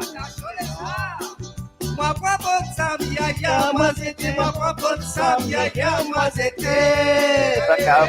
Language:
Morisyen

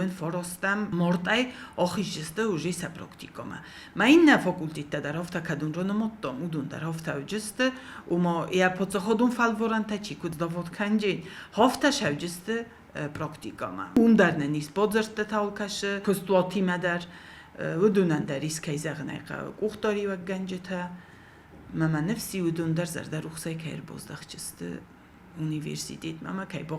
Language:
Ossetic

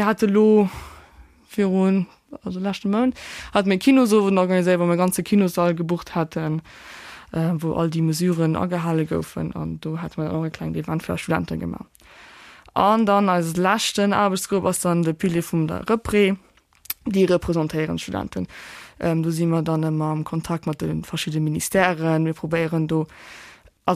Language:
Luxembourgish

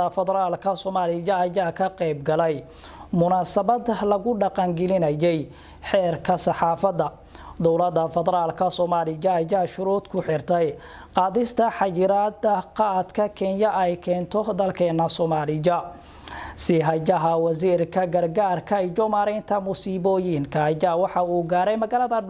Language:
Somali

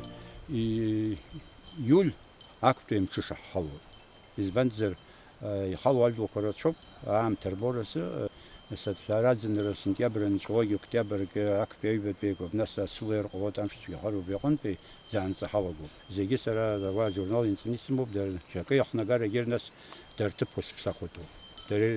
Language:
Abkhazian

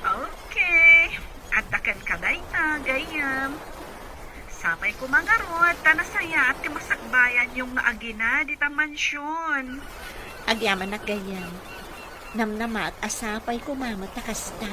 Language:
Iloko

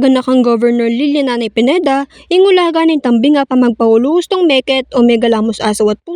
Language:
Pampanga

